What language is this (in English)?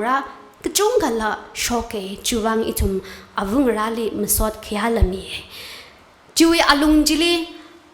Tangkhul Naga (India)